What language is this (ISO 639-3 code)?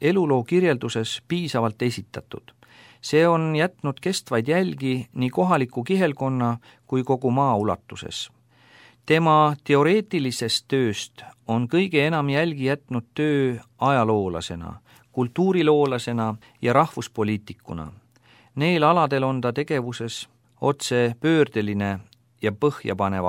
est